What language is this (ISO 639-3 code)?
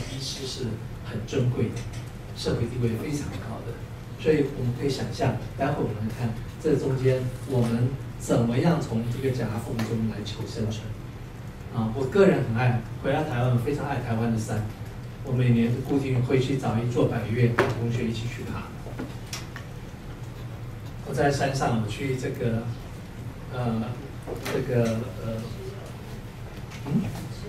zho